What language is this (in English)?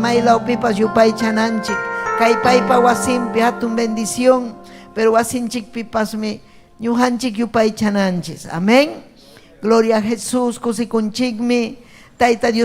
Ayacucho Quechua